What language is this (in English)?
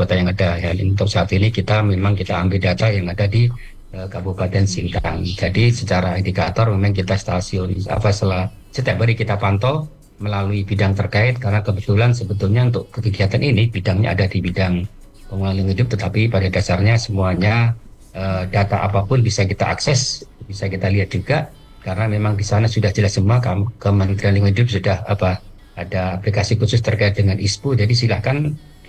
Indonesian